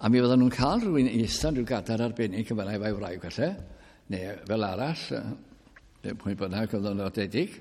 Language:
Welsh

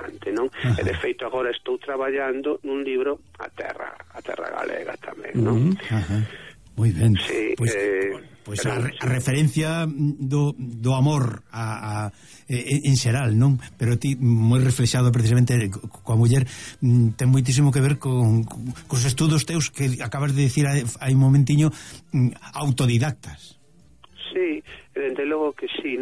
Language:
Galician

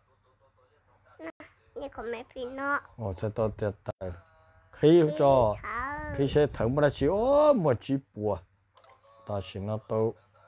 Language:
Vietnamese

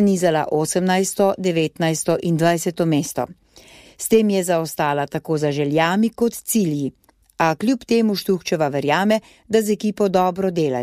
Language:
Slovenian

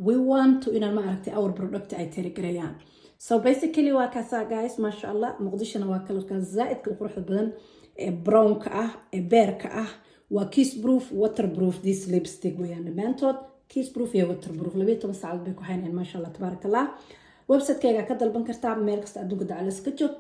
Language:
Somali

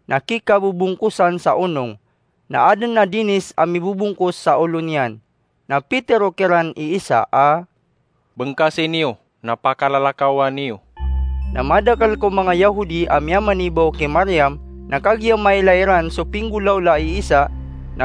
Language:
Maranao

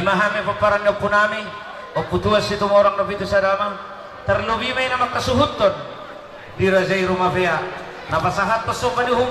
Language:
Batak Toba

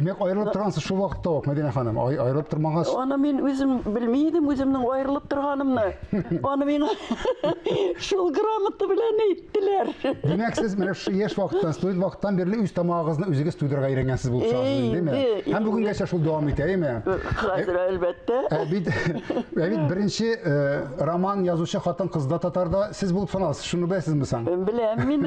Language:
Tatar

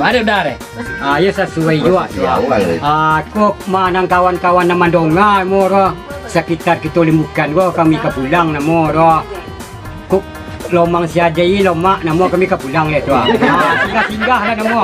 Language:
Minangkabau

